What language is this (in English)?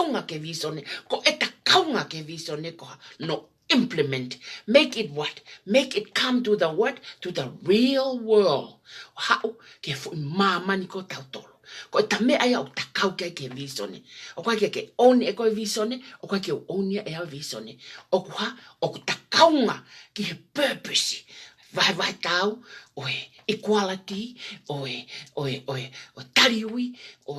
Tongan